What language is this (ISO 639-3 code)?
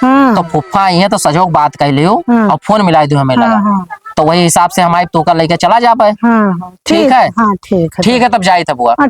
awa